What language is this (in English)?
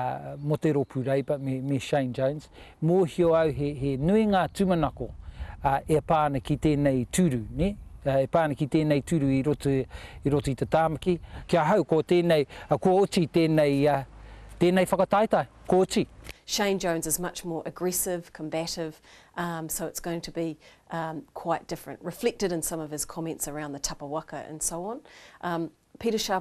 Māori